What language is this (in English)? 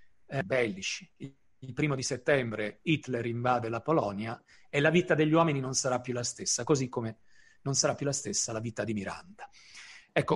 Italian